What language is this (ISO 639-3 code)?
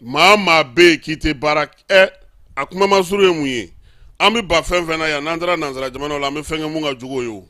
bam